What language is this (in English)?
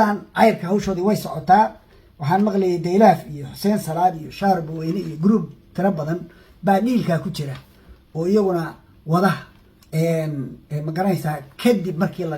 Somali